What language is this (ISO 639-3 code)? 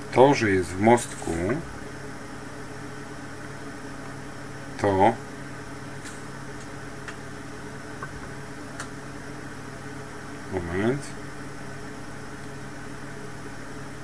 pol